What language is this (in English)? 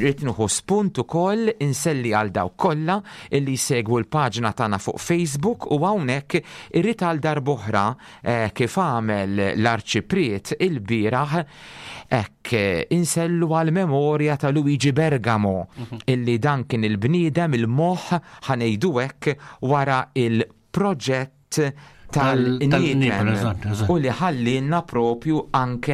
Maltese